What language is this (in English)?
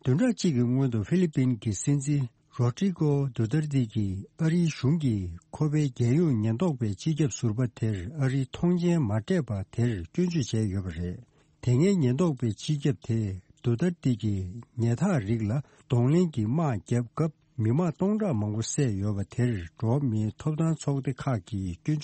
Tibetan